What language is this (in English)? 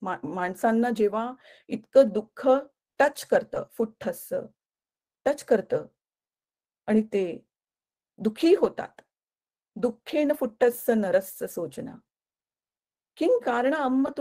Marathi